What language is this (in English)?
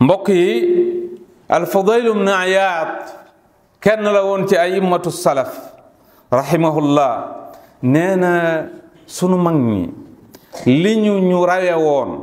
Wolof